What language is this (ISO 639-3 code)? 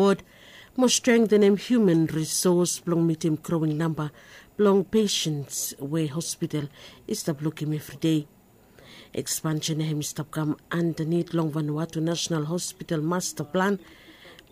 bis